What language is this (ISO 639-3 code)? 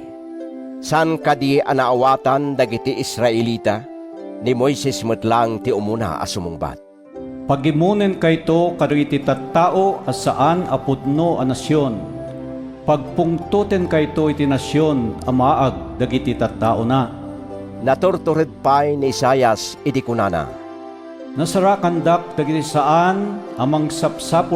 ilo